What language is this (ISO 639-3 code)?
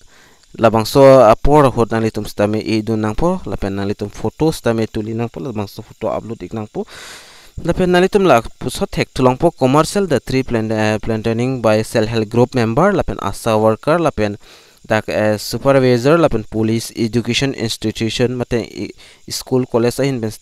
mjw